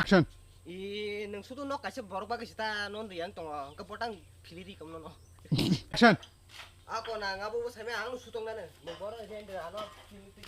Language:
Kok Borok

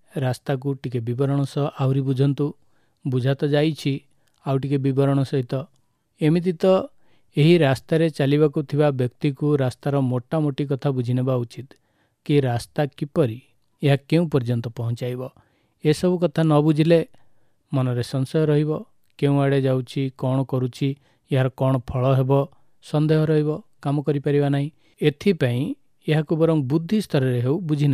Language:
Odia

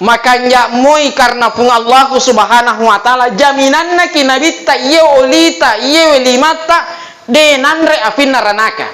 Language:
Buginese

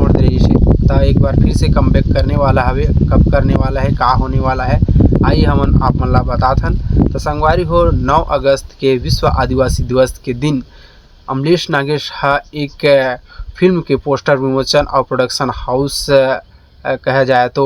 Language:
Chhattisgarhi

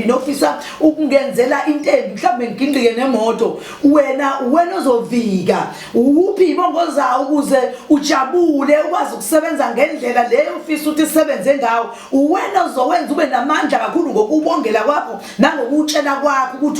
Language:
Zulu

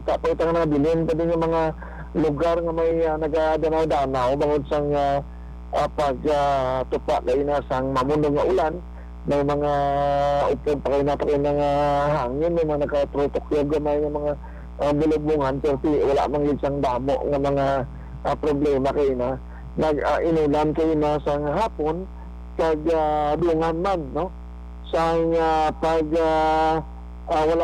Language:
Hiligaynon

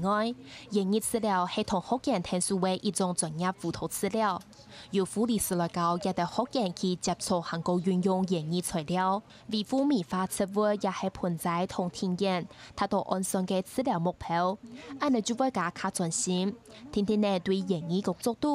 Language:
Hakka Chinese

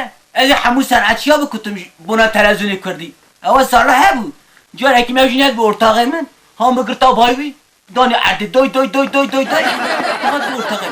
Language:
Kurdish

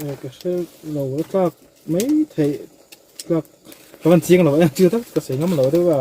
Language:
Mizo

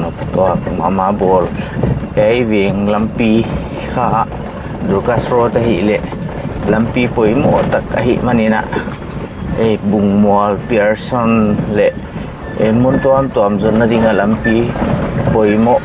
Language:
Paite Chin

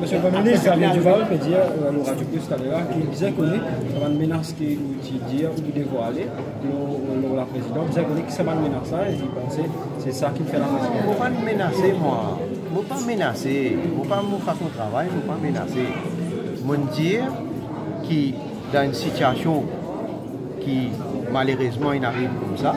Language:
Morisyen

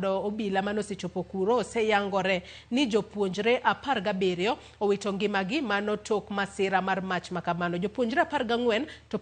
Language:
Luo (Kenya and Tanzania)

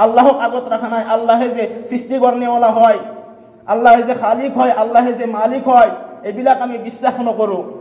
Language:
Assamese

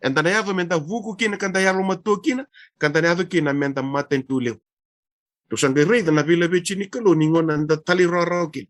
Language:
Fijian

